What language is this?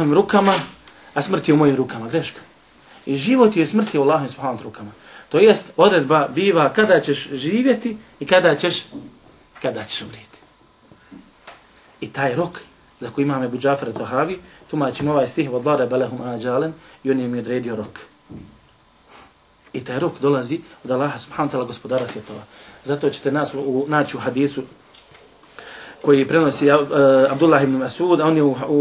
Bosnian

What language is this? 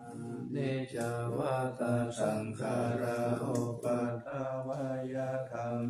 Pali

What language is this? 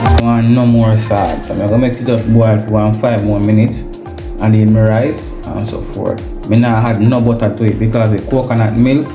Jamaican Creole English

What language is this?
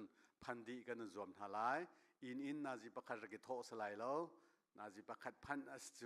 Hakha Chin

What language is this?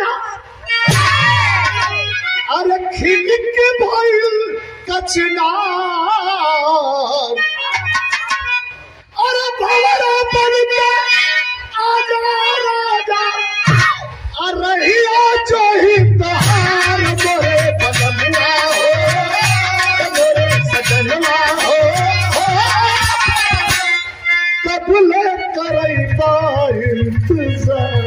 Bhojpuri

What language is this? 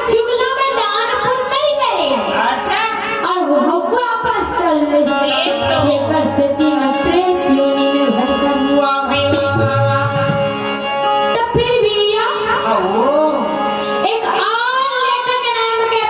Chhattisgarhi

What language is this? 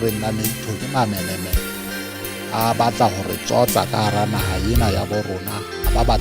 Southern Sotho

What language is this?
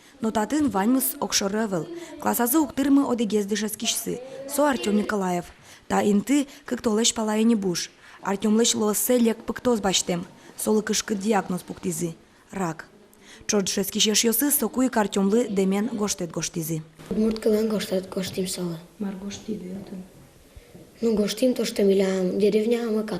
Udmurt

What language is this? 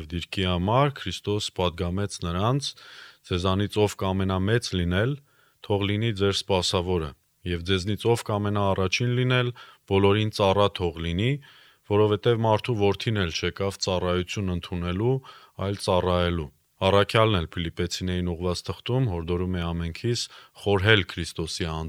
Armenian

